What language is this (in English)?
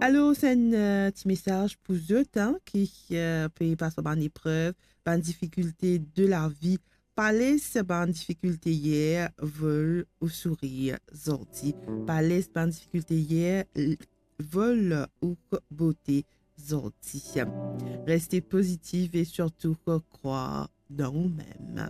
Morisyen